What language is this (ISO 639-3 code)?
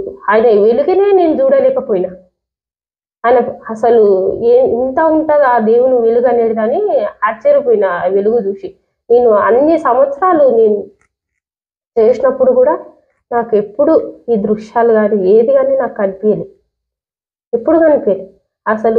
tel